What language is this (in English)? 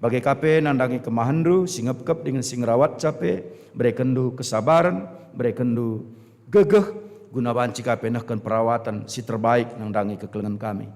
Batak Karo